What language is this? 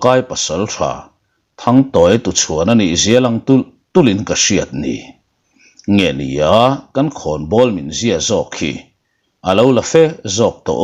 Mizo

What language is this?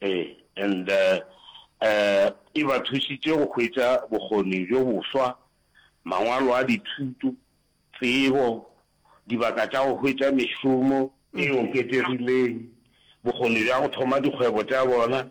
Northern Sotho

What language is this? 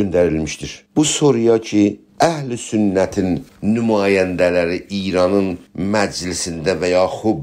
South Azerbaijani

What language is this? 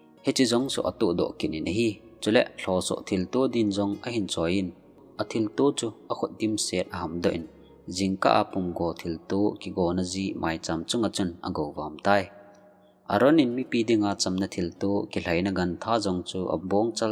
Thado Chin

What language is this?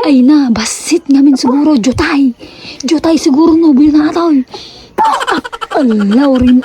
Iloko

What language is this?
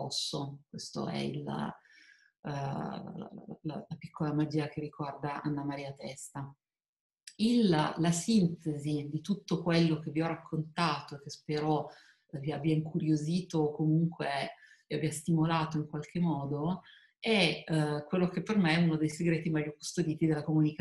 Italian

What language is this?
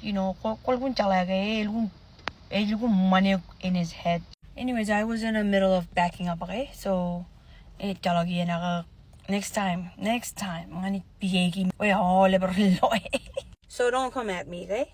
Marshallese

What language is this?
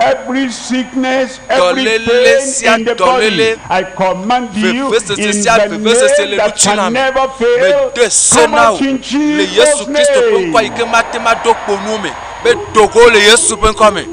Ewe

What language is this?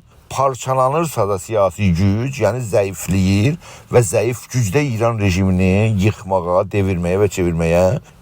South Azerbaijani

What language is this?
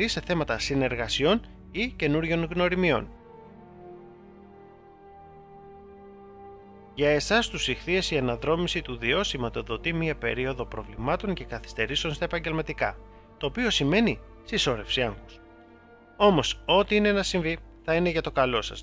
Greek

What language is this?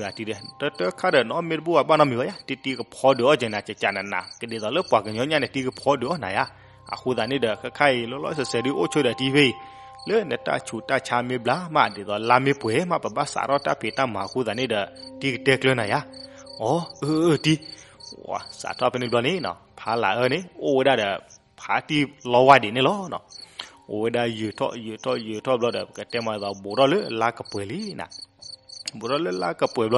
S'gaw Karen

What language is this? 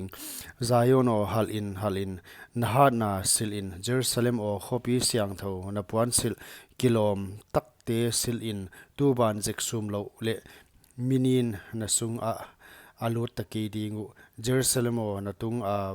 Paite Chin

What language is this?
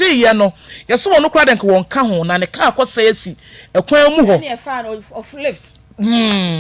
Akan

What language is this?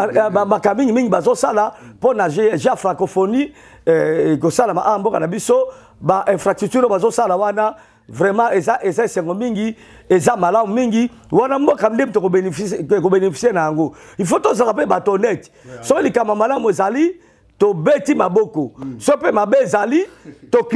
Lingala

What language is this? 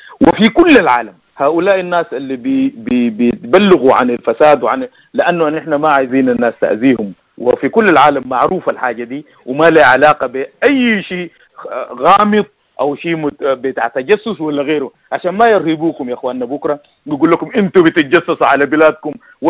Sudanese Arabic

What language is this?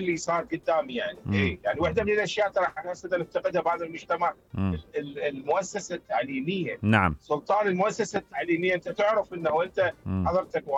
Mesopotamian Arabic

